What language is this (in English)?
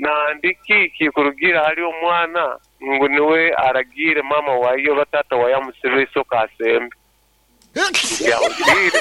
Nyankole